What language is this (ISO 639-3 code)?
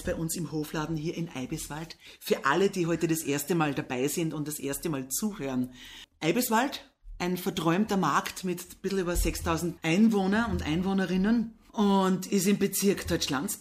deu